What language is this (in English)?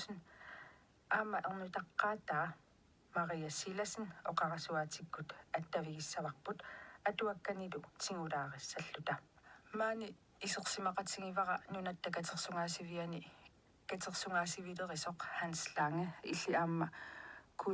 Kalaallisut